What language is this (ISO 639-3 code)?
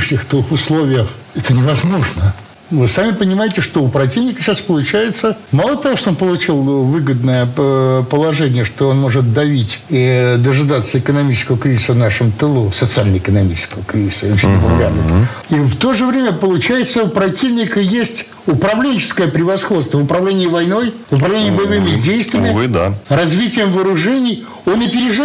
rus